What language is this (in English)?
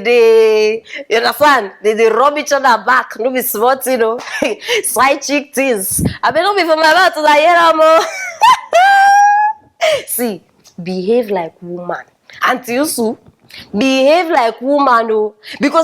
Nigerian Pidgin